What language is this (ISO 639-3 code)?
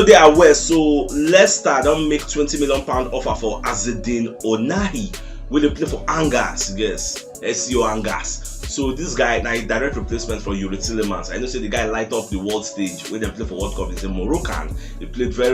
pcm